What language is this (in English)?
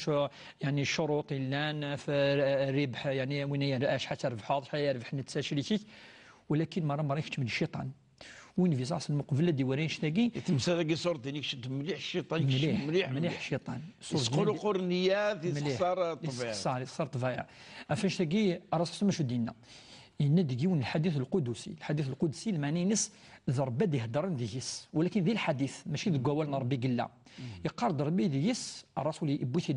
Kabyle